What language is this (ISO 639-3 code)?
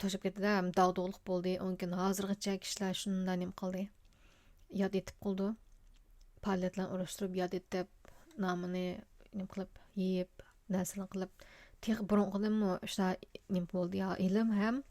uig